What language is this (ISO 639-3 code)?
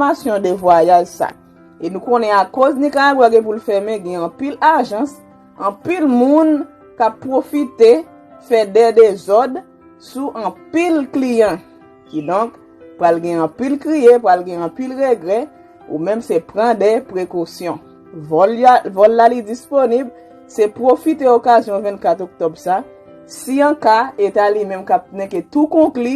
hat